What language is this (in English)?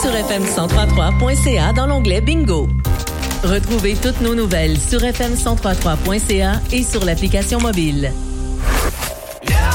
French